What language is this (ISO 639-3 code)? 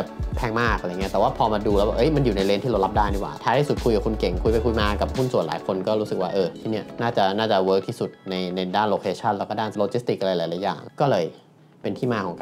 tha